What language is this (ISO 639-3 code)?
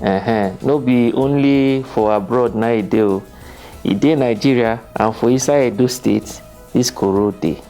pcm